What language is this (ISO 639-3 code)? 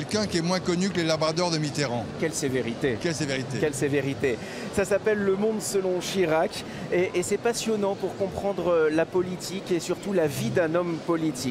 fra